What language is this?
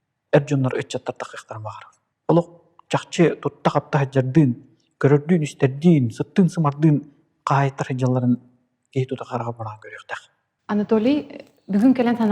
Yakut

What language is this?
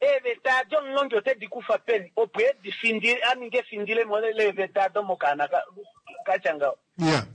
Kuanyama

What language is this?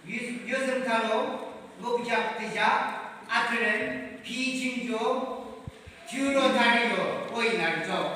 Yimchungru Naga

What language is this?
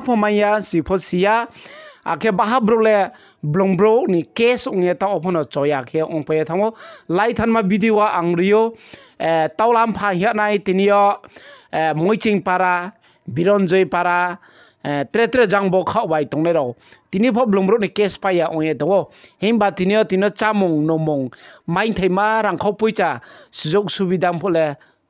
Riang (India)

